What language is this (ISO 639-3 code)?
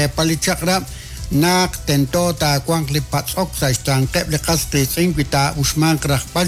kek